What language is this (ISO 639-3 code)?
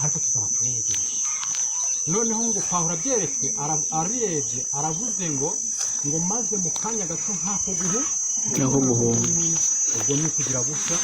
kin